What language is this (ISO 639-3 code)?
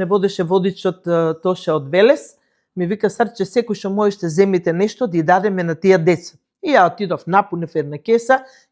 mkd